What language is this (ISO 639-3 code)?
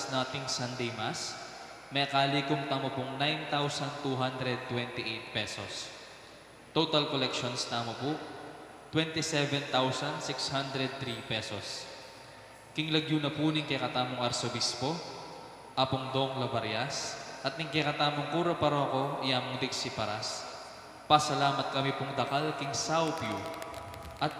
pam